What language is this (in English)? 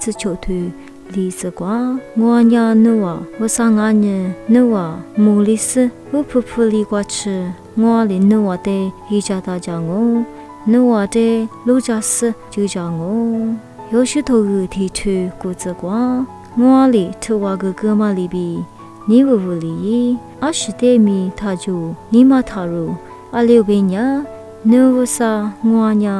Lisu